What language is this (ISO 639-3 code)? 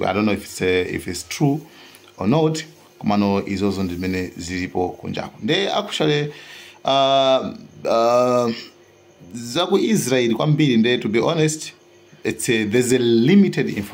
nya